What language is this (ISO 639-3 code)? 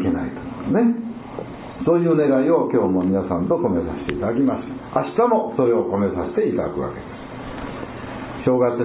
jpn